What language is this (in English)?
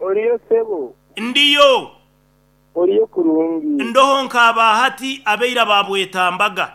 Nyoro